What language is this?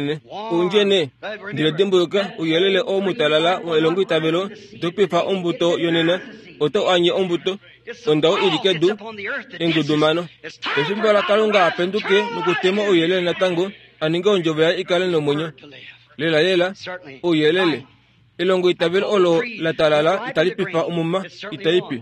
Kuanyama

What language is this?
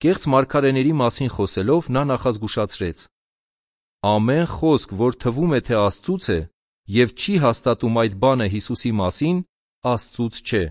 Armenian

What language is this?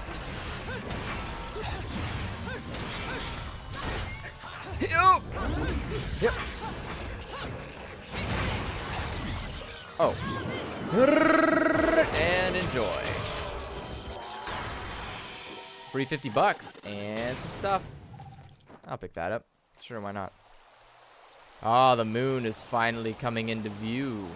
English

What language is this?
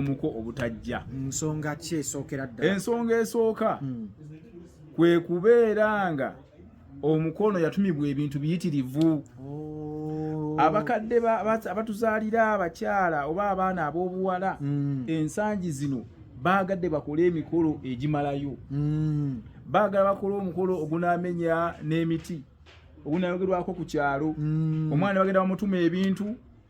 Ganda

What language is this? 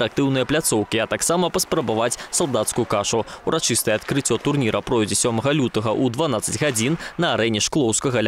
Belarusian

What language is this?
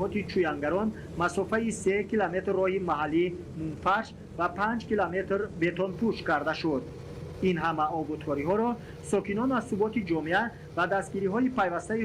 Tajik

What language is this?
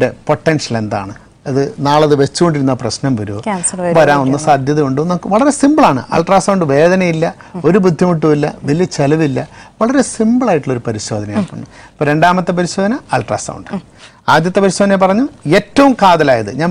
Malayalam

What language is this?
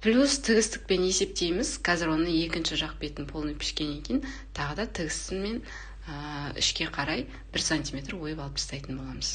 Kazakh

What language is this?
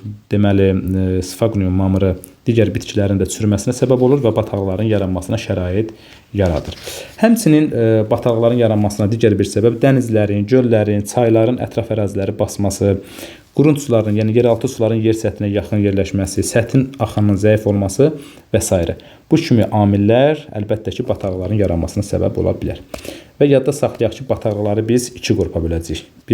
Azerbaijani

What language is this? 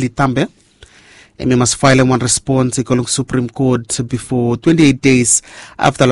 Bislama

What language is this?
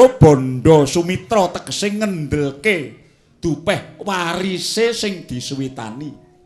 Javanese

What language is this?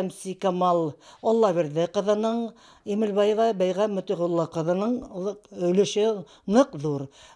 Bashkir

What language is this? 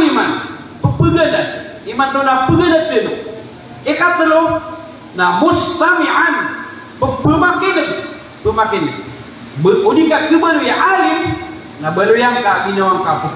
Maranao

